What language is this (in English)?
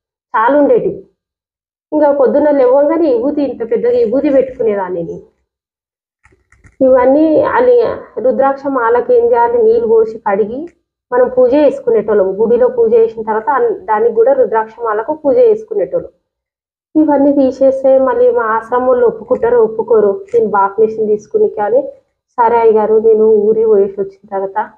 Telugu